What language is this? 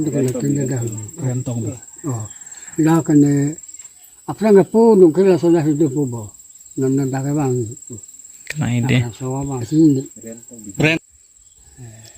Karbi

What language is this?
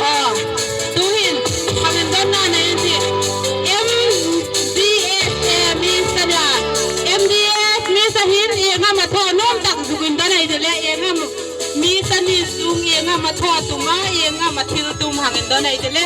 Hmar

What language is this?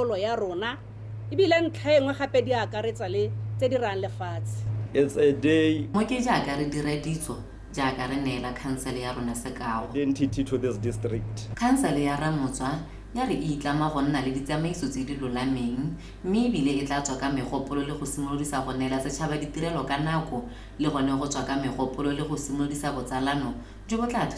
Tswana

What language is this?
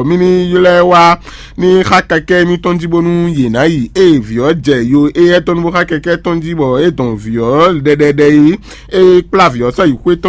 Fon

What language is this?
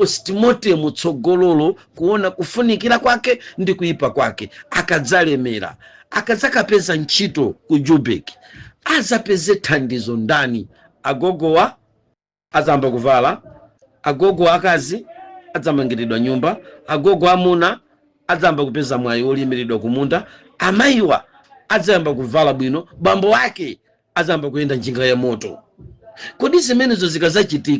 Nyanja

